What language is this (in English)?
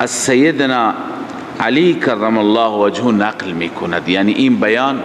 Persian